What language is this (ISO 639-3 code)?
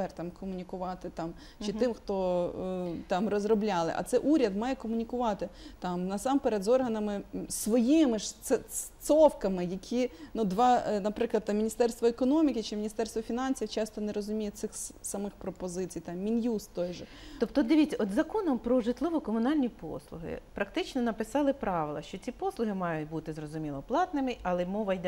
ukr